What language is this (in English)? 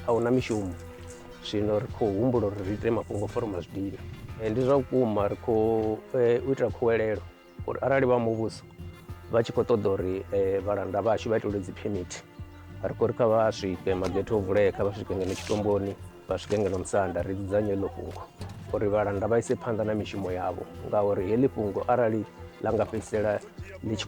Venda